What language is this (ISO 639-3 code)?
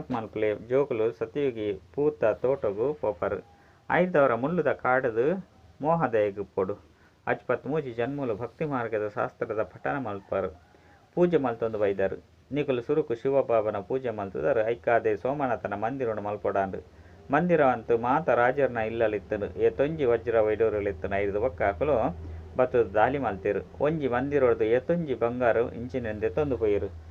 tcy